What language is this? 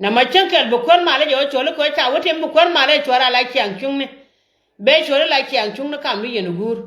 Nuer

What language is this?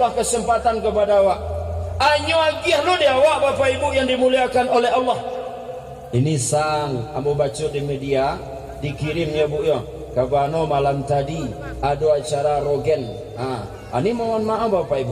Minangkabau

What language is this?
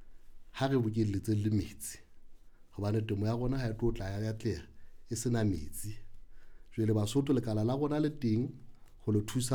Southern Sotho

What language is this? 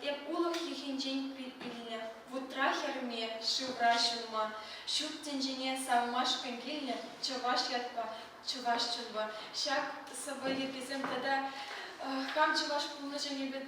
Chuvash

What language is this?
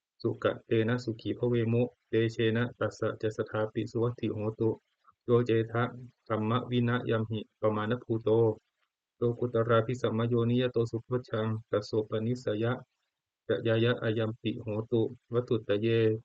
Pali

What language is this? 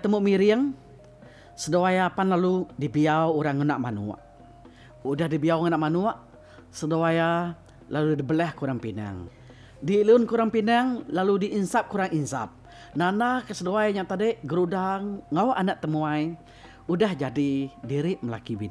Iban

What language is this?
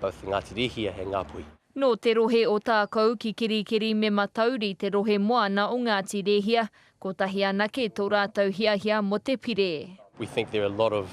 Māori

